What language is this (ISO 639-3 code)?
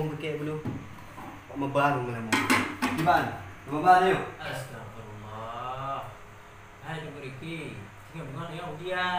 ace